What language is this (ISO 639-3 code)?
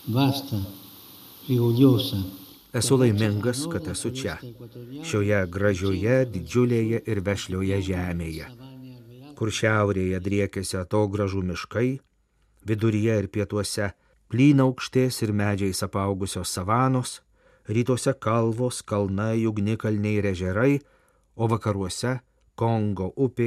lit